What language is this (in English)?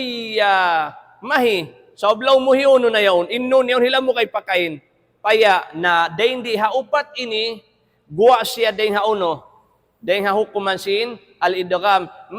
Tausug